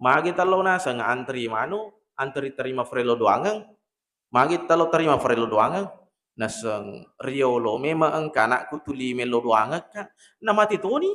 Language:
Buginese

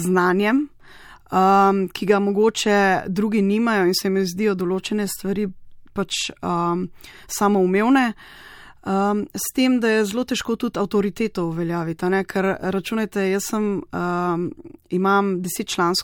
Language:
Slovenian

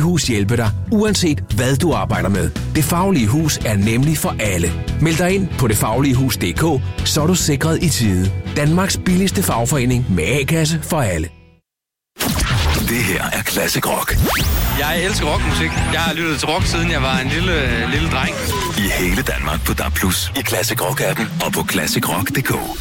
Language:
Danish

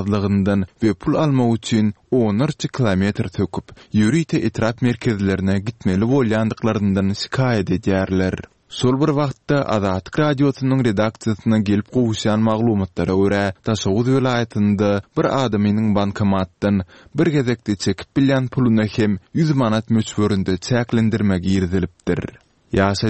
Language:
Turkmen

